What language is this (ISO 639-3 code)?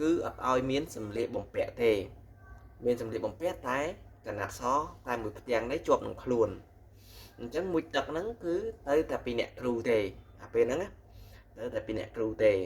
khm